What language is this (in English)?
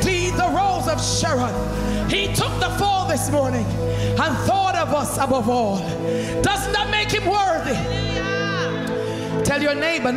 English